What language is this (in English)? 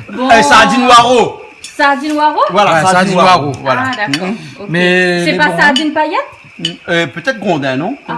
Réunion Creole French